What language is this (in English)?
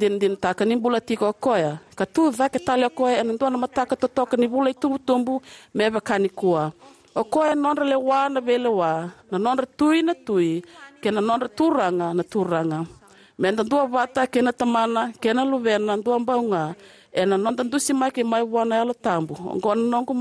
Fijian